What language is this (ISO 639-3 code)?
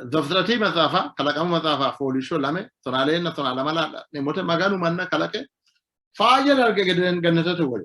sid